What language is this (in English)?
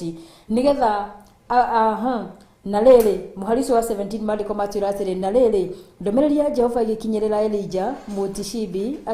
Kikuyu